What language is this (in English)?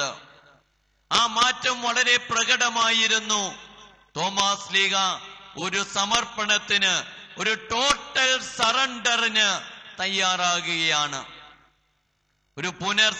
Malayalam